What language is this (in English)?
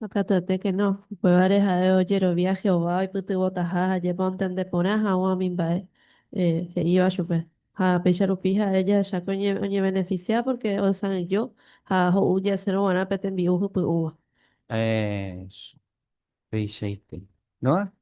Guarani